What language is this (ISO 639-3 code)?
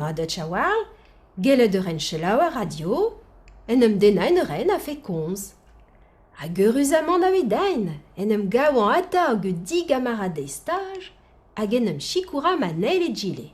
bre